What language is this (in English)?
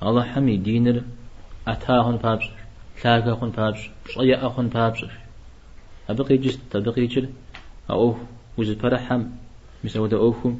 Kabardian